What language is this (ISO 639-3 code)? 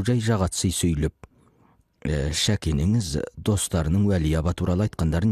kaz